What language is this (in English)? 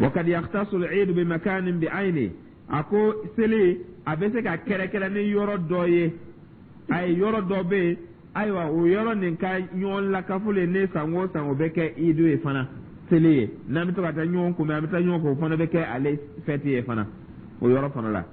Dyula